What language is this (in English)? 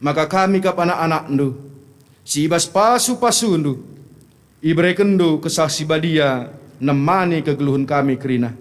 Batak Karo